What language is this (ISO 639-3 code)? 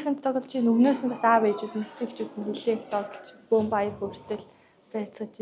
mon